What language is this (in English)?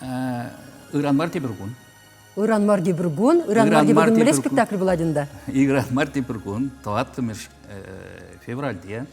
Chuvash